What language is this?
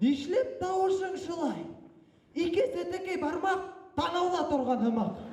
Bashkir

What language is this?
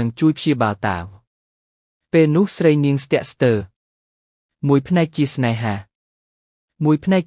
Khmer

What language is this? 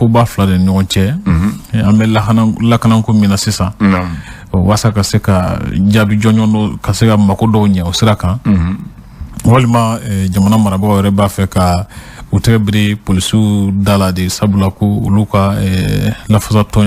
Bambara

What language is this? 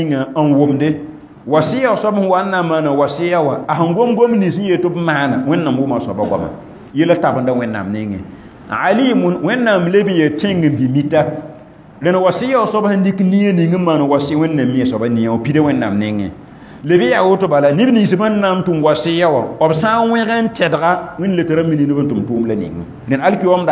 Mossi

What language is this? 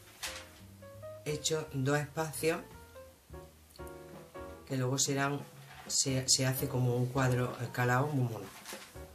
Spanish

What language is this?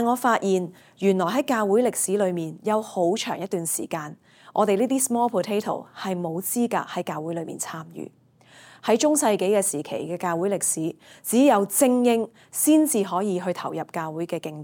Cantonese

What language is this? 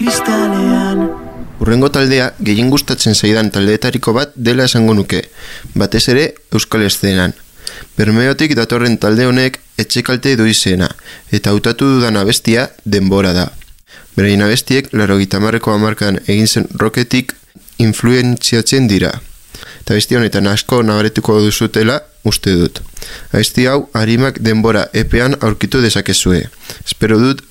Basque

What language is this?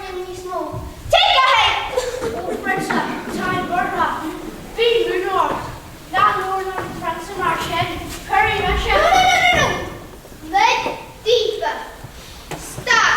Irish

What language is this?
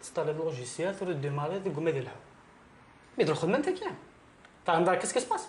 Kabyle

